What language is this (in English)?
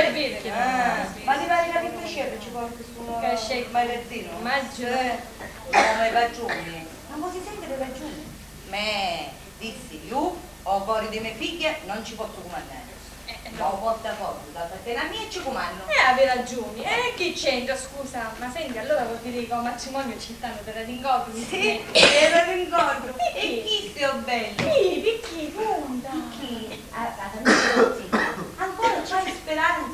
Sicilian